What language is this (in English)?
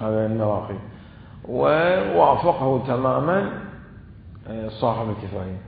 Mesopotamian Arabic